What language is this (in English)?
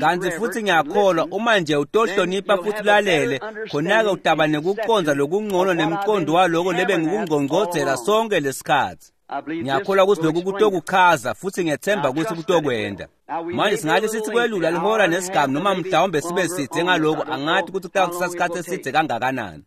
Swati